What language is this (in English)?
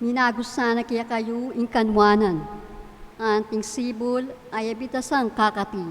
Pampanga